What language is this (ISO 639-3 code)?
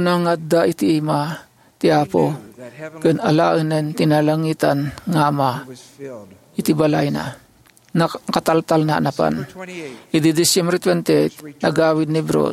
ilo